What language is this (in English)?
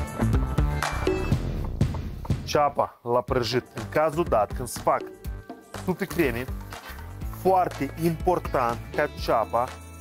Romanian